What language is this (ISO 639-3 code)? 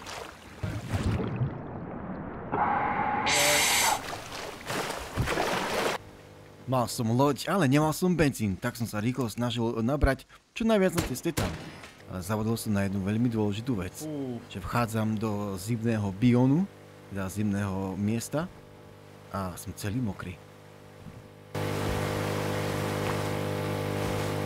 slk